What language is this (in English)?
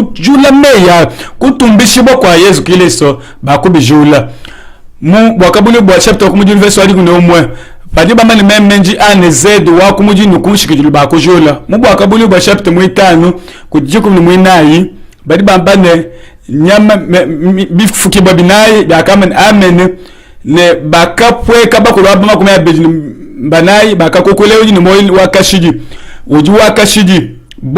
Luba-Lulua